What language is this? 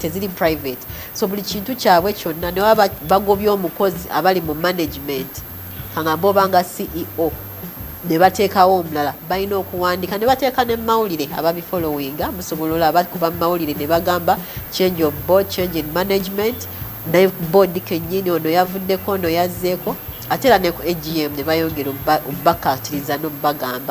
Ganda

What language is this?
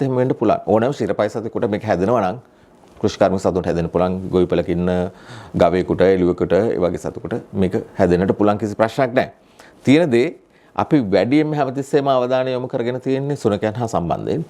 Sinhala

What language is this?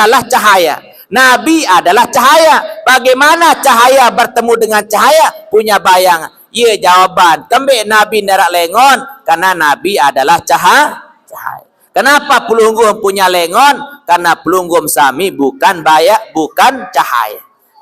Sasak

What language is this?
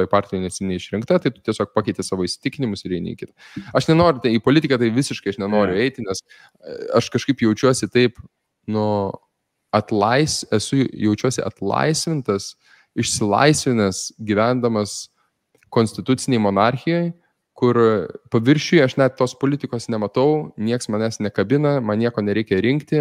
Lithuanian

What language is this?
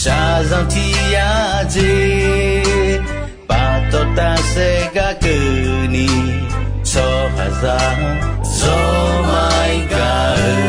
Akha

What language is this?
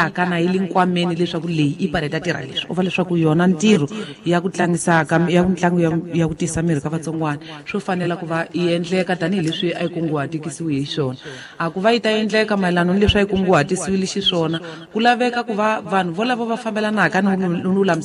Tsonga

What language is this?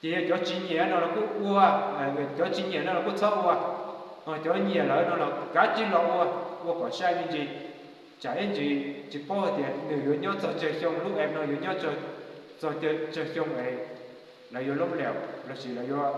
Hmong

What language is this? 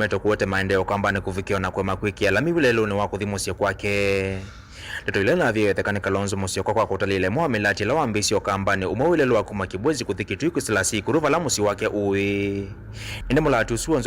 Kamba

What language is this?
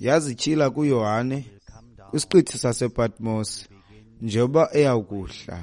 Xhosa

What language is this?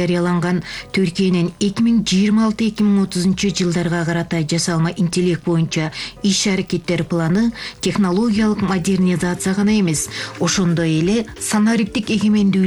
Kyrgyz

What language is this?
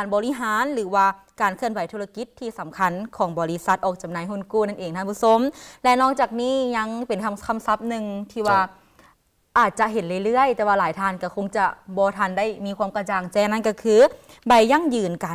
Lao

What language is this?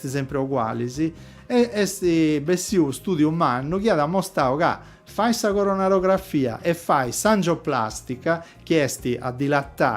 Sardinian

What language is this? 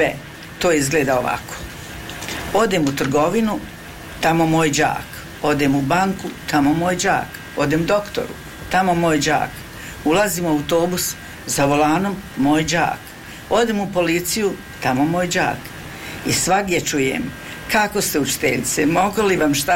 Bosnian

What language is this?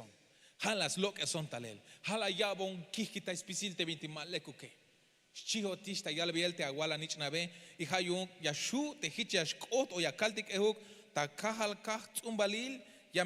Tzeltal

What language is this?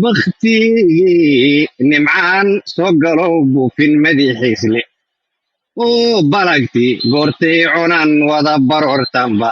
Somali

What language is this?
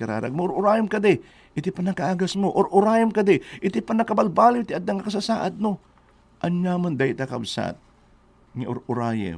Iloko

